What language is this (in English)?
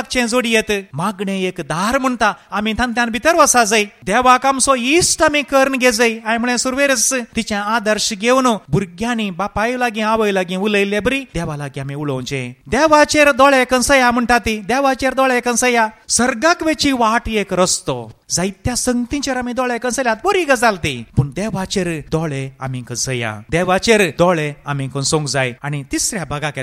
Konkani